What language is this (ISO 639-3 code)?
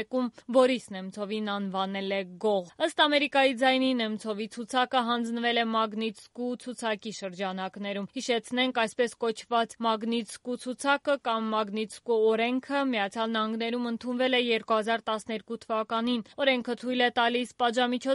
hye